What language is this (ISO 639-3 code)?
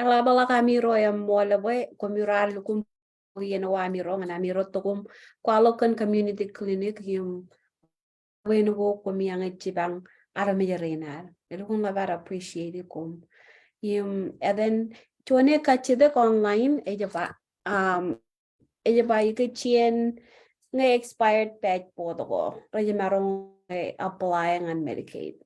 mah